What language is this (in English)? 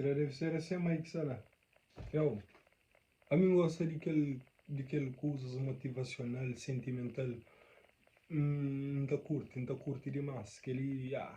Kabuverdianu